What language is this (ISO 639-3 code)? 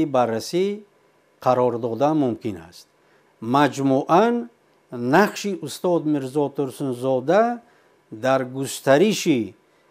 tgk